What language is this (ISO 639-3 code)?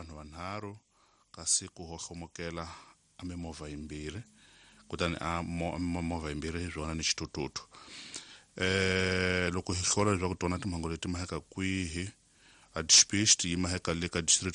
tso